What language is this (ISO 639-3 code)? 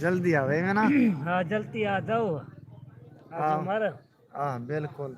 skr